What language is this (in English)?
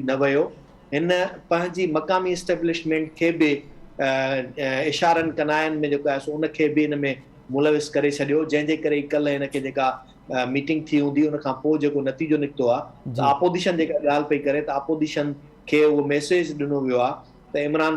Sindhi